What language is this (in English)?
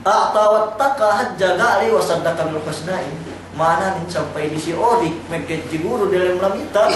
Yakan